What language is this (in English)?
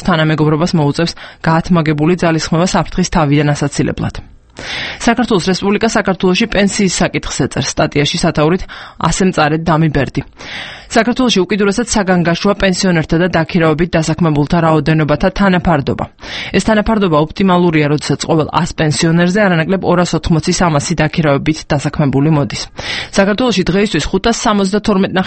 Georgian